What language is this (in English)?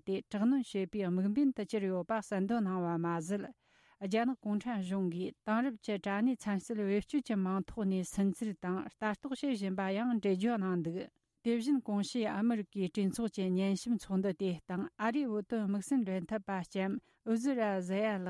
Tibetan